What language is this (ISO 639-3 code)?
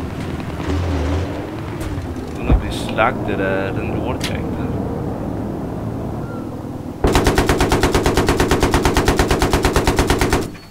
dan